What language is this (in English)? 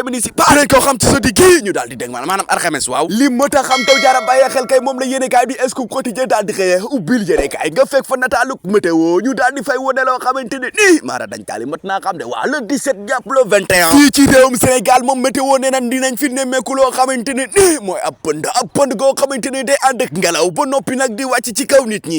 Wolof